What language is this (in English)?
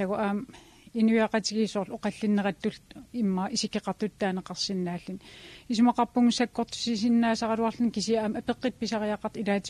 Kalaallisut